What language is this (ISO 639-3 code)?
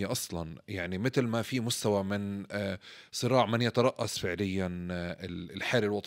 apc